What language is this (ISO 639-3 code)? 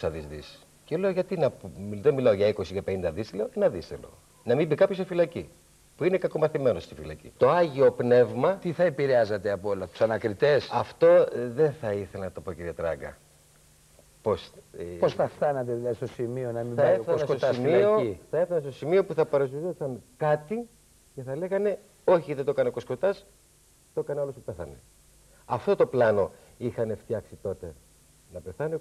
ell